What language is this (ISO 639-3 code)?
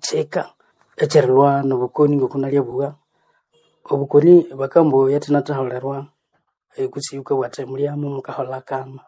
nnb